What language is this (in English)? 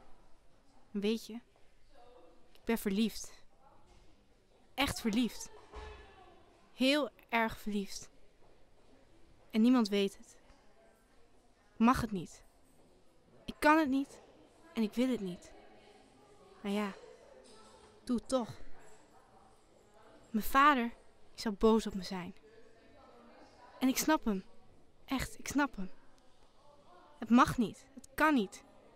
Dutch